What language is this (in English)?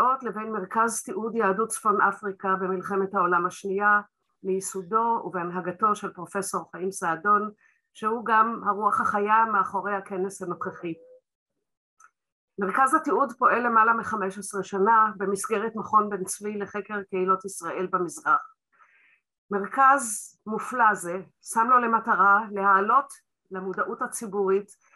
Hebrew